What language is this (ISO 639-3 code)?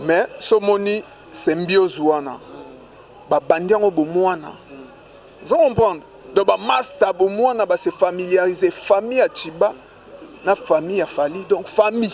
lin